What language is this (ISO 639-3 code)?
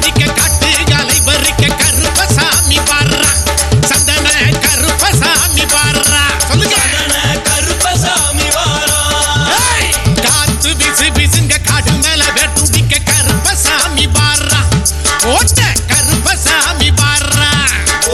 tam